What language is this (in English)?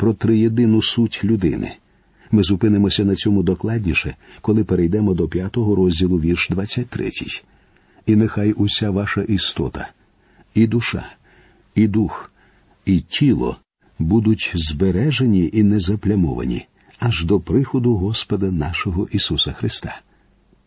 Ukrainian